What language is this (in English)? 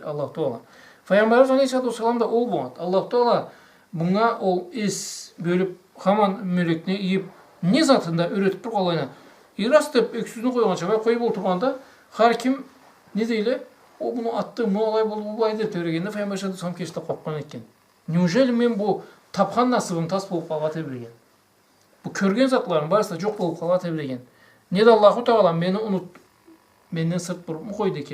Karachay-Balkar